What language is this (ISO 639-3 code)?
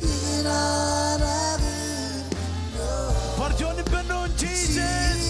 mah